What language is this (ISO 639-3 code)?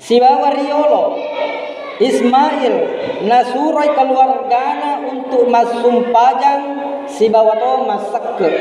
bug